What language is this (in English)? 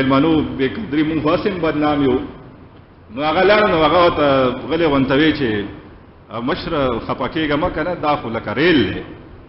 Pashto